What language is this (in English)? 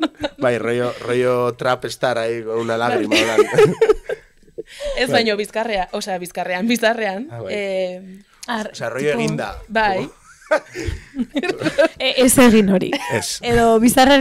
Basque